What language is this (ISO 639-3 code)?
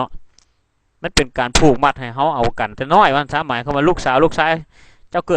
lao